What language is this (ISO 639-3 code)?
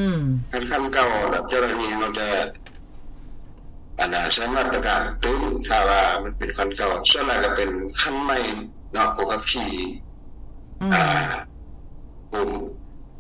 lao